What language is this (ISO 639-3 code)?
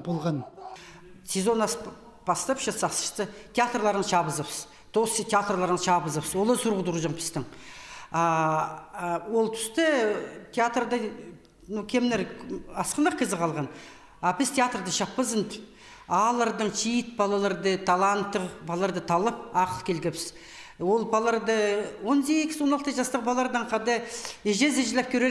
kjh